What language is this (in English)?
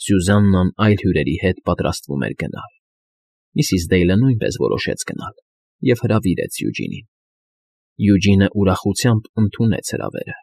Armenian